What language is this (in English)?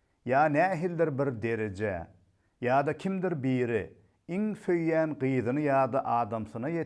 Turkmen